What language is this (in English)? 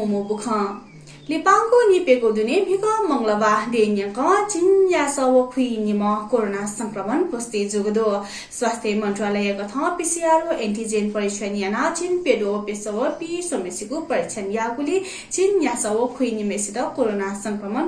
Newari